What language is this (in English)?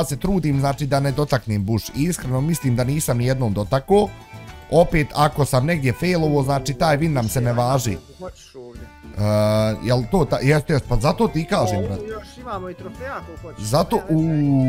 Bosnian